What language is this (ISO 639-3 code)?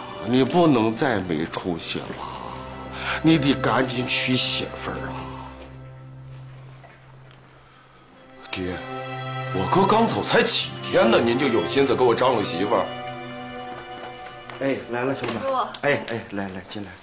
zho